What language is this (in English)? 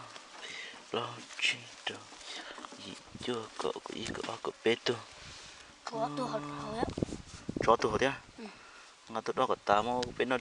Hmong